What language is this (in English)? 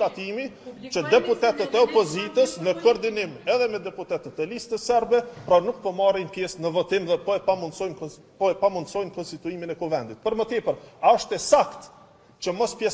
Albanian